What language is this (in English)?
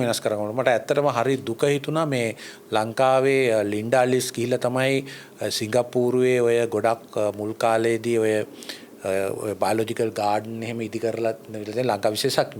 Sinhala